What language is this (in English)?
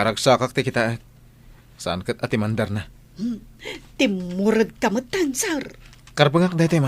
Iloko